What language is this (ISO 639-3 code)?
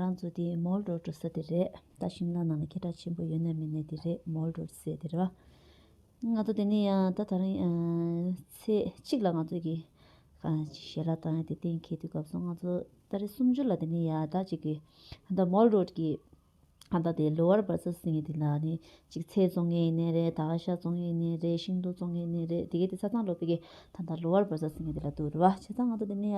bod